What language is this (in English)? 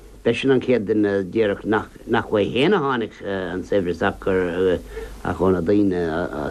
Irish